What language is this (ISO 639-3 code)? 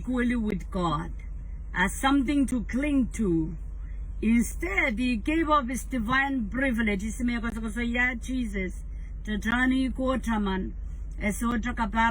pon